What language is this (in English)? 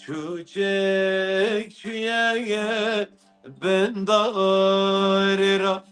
Kurdish